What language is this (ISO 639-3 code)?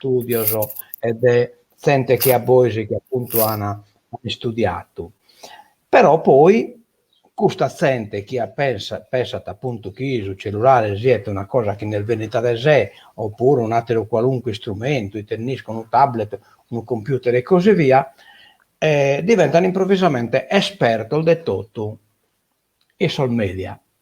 srd